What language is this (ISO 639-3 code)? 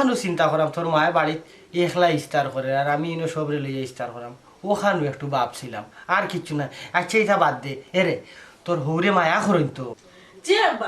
syl